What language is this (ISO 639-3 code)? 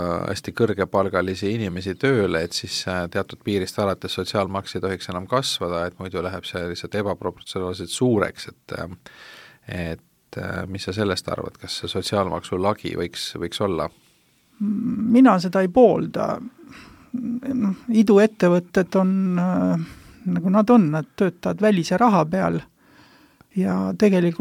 est